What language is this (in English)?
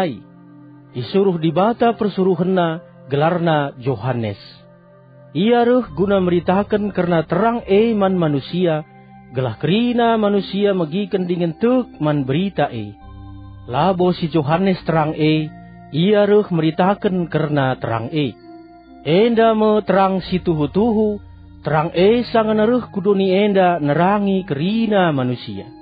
Batak Karo